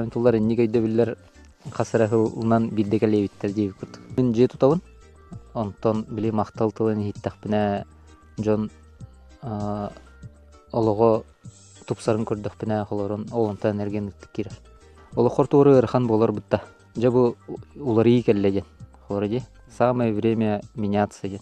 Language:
Yakut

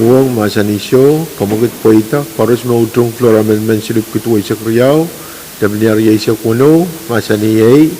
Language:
Pohnpeian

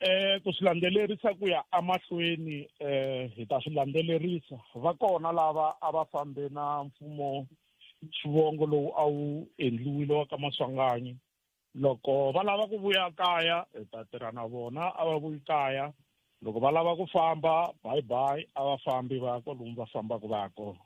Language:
Tsonga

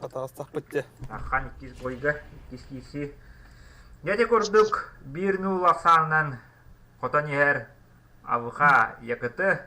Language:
Yakut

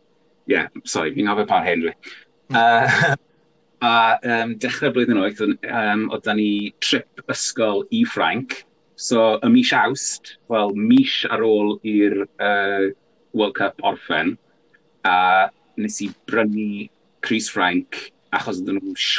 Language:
Welsh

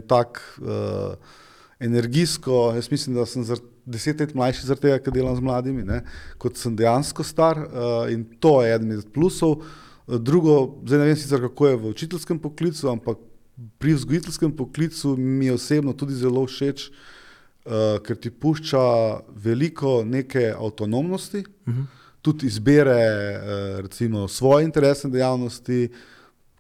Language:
Slovenian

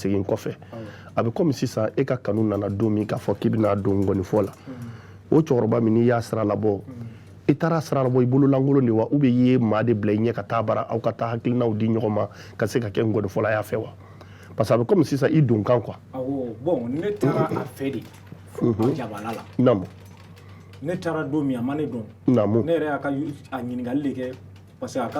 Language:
Bambara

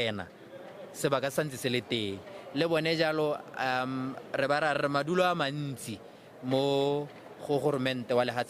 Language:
Tswana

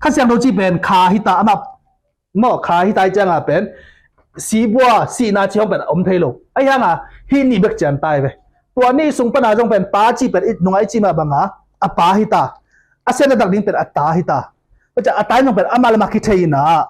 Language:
Tedim Chin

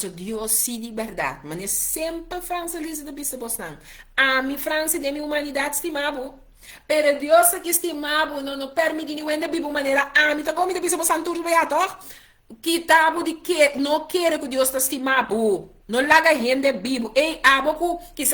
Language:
Papiamento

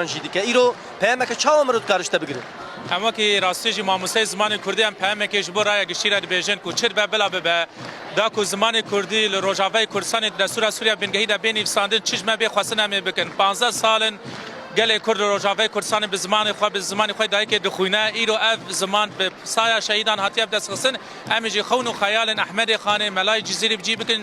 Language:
Kurdish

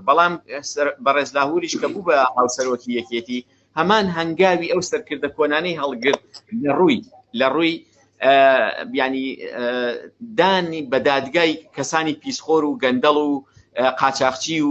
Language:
Central Kurdish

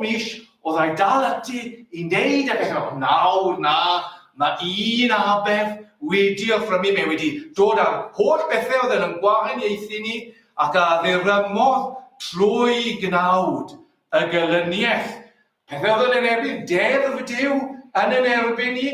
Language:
Welsh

